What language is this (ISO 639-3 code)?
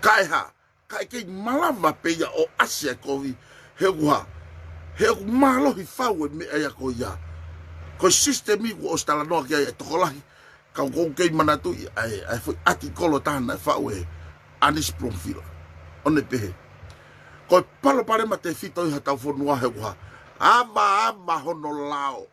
ton